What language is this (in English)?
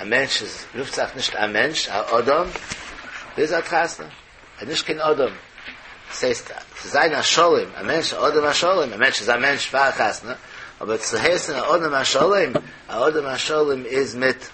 Yiddish